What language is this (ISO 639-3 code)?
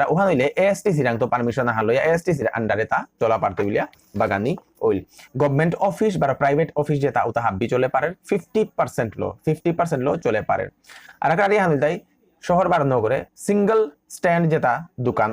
bpy